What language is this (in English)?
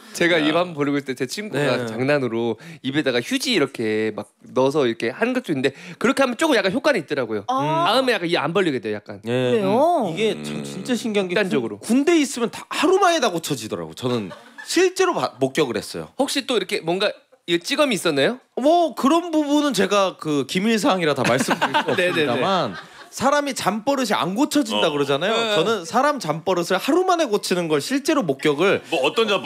Korean